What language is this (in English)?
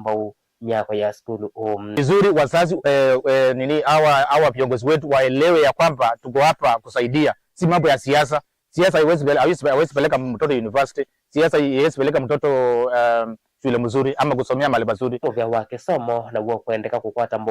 Kamba